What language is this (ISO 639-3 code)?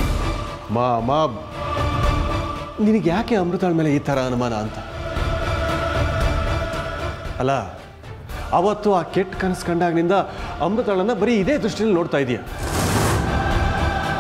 kan